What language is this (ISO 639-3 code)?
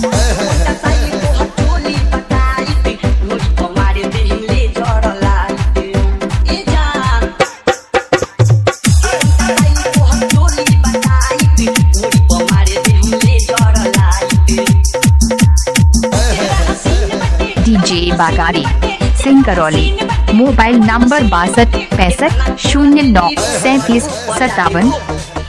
bho